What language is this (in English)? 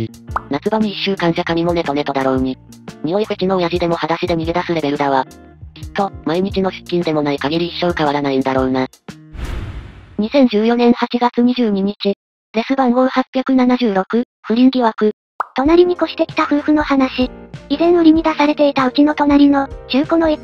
Japanese